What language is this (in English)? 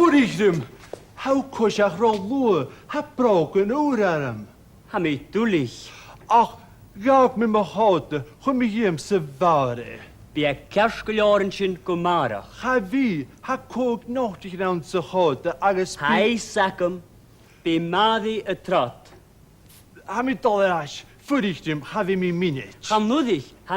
Scottish Gaelic